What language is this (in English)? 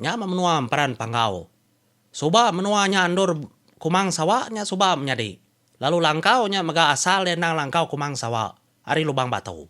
Iban